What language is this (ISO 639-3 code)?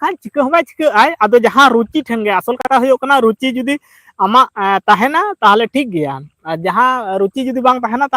sat